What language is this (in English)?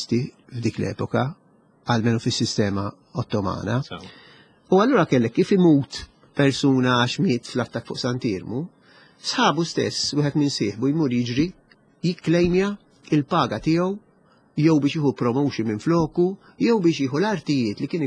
Maltese